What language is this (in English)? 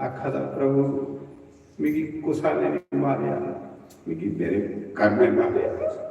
Dogri